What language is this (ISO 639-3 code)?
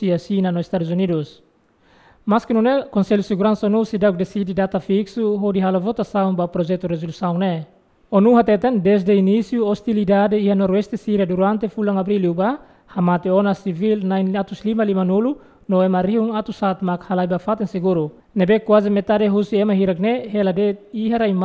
tet